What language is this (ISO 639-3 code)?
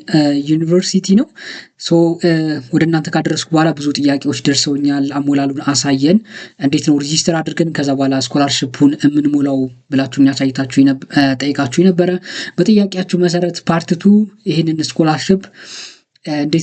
amh